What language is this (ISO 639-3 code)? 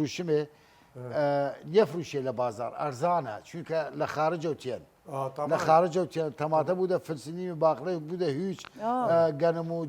sdh